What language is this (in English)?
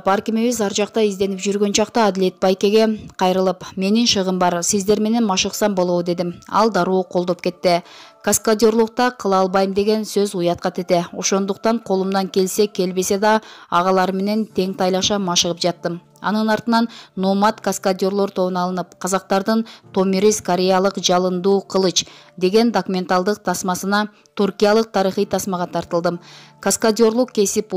Kyrgyz